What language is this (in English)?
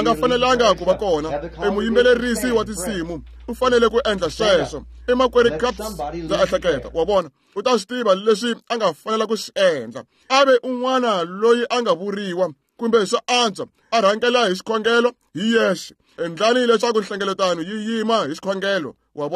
Tsonga